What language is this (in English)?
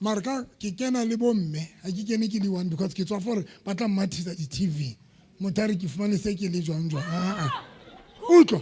Southern Sotho